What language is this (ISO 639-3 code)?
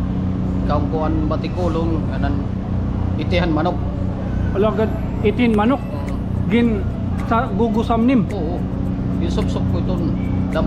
war